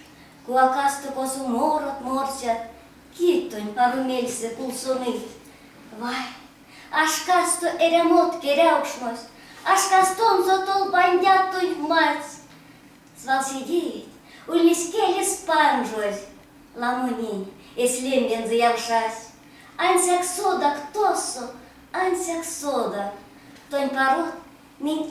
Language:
Erzya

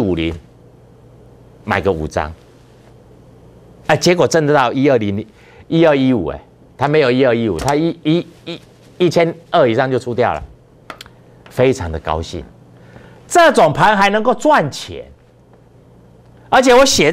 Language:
Chinese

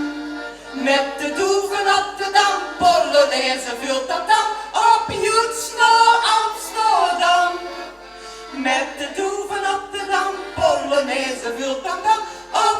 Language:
Limburgish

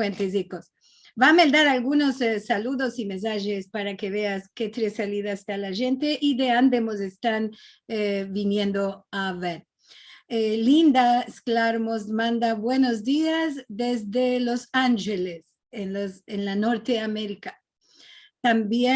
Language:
Ladino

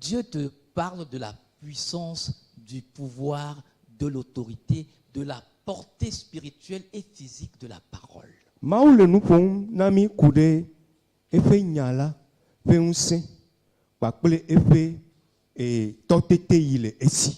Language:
Ewe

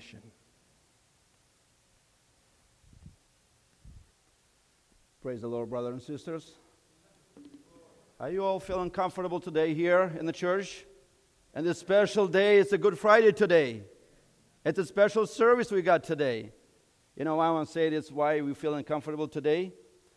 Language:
English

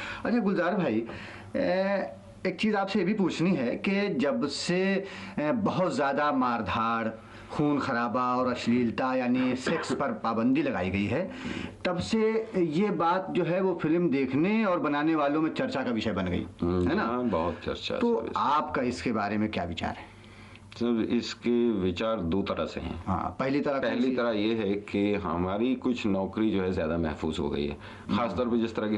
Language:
Hindi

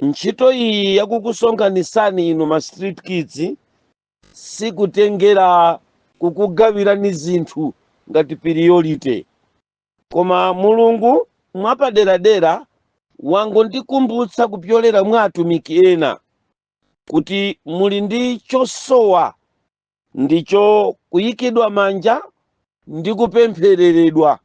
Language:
Nyanja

